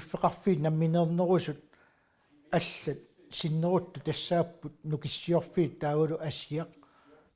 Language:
Kalaallisut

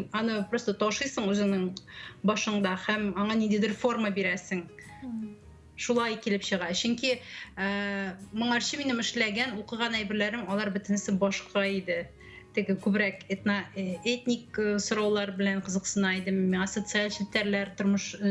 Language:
Tatar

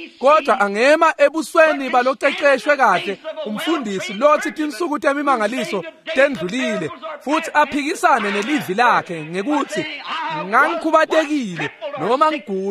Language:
Swati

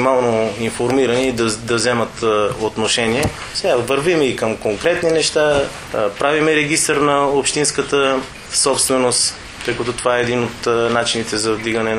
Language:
Bulgarian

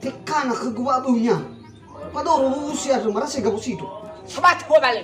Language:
Nias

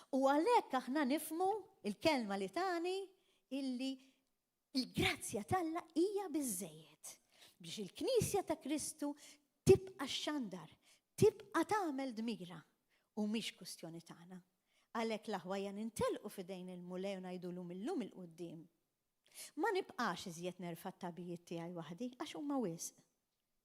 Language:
Maltese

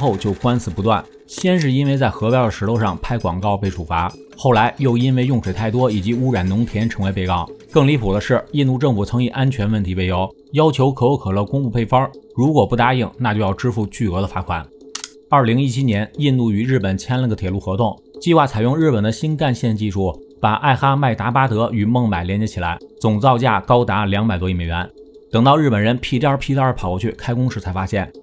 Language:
Chinese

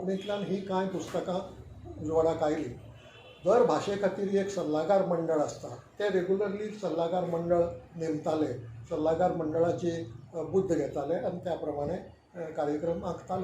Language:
Konkani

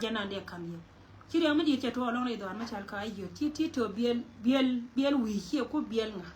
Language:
Nuer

